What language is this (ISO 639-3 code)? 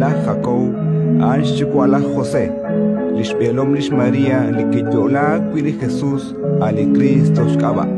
kek